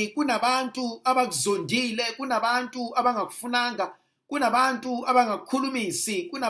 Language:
Zulu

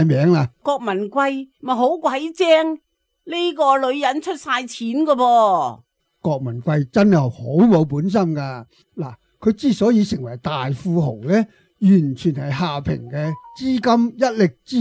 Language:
Cantonese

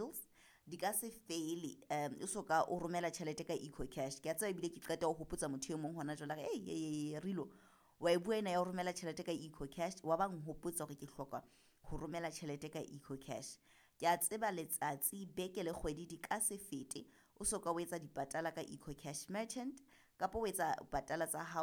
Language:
Southern Sotho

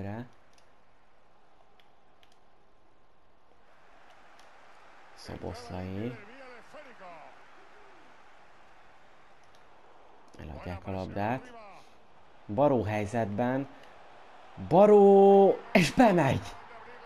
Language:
Hungarian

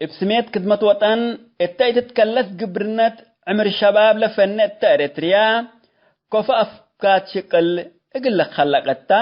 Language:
Tigre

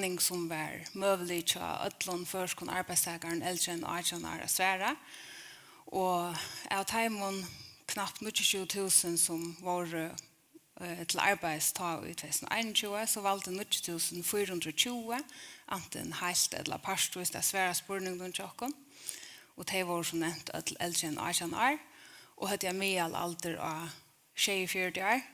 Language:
Faroese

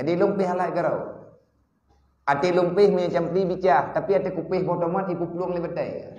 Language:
Achinese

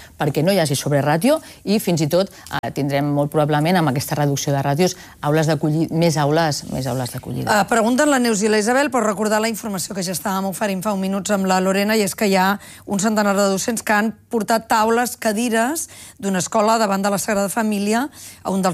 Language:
Catalan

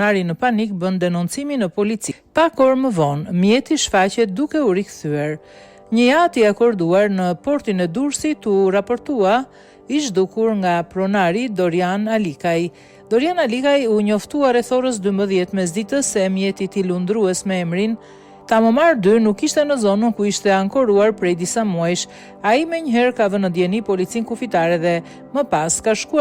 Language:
Albanian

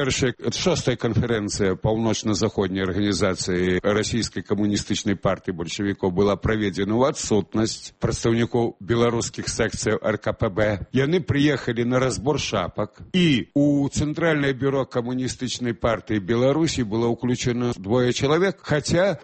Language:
Belarusian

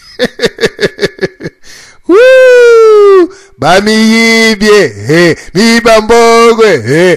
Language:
Lingala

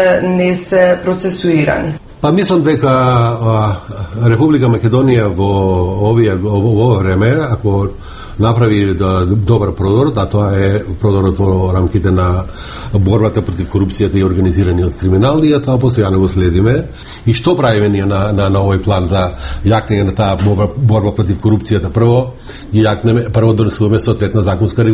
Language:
Macedonian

